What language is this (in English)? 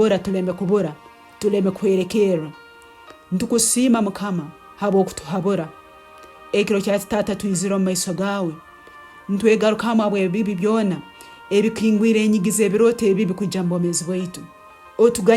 Tooro